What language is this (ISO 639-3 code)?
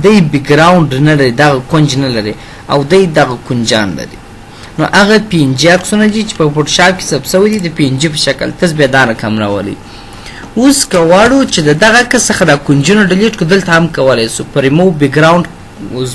pus